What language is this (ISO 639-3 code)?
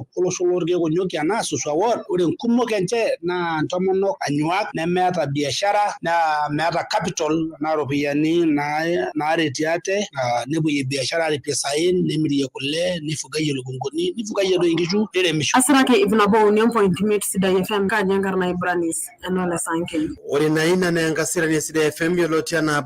mas